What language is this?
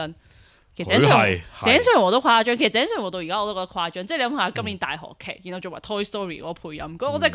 Cantonese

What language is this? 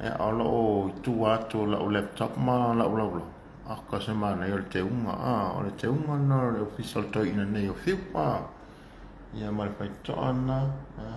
Samoan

